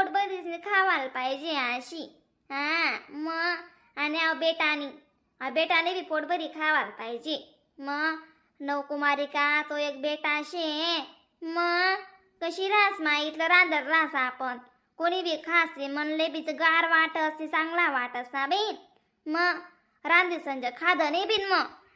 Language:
Khandesi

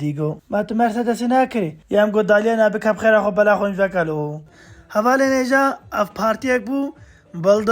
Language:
Kurdish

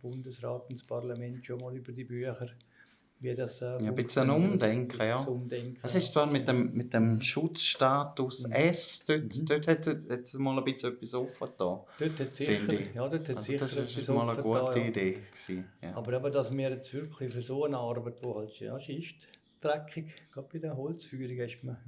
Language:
Swiss German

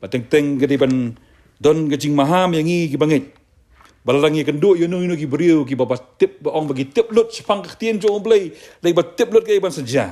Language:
Khasi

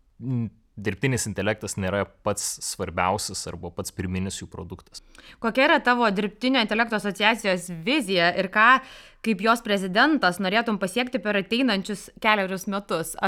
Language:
Lithuanian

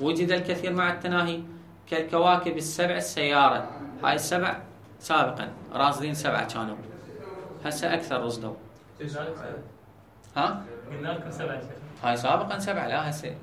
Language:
Mesopotamian Arabic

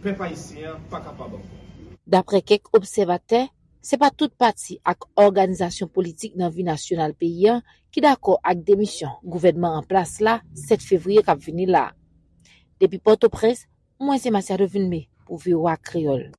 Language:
Haitian Creole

